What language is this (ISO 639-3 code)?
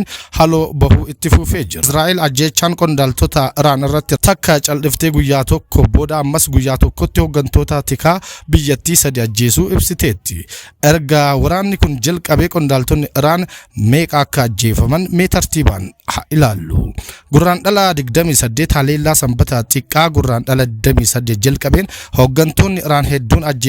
orm